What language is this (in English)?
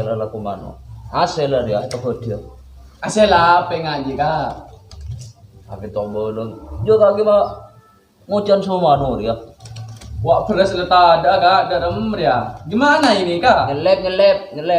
Madurese